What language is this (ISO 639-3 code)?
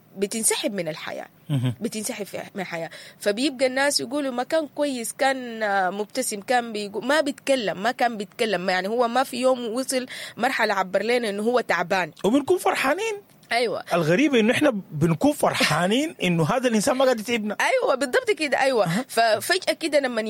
apd